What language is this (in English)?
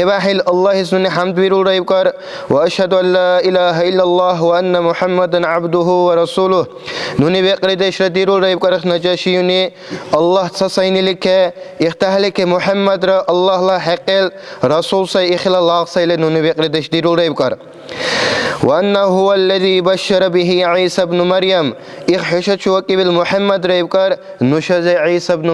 Dargwa